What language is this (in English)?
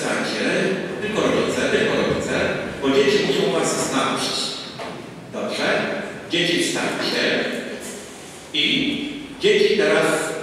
Polish